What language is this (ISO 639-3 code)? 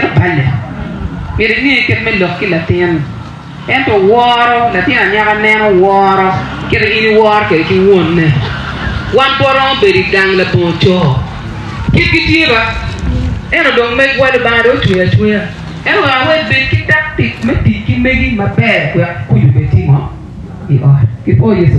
ach